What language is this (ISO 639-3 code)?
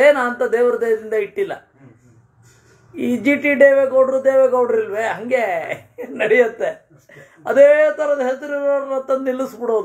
kan